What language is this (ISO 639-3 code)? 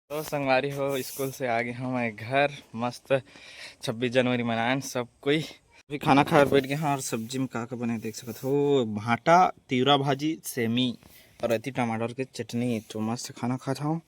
hne